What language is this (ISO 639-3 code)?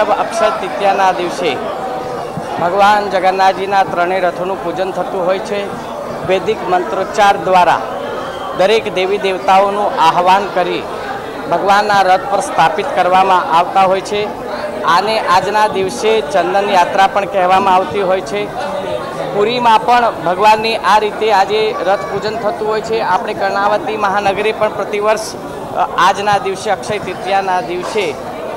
guj